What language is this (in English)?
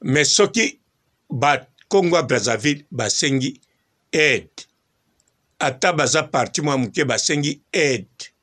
Lingala